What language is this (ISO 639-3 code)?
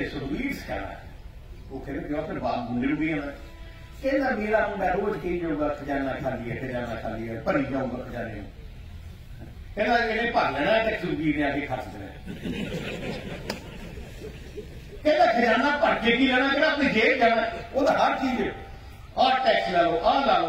pan